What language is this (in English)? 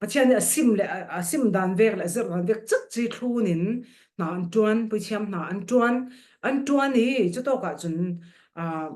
Falam Chin